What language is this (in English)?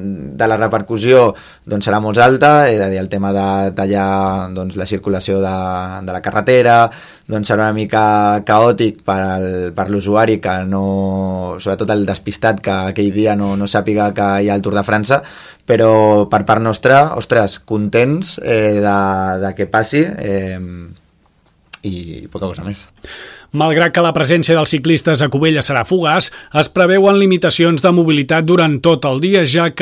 Catalan